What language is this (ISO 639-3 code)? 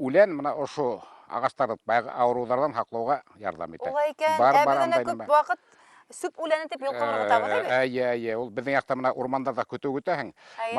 bak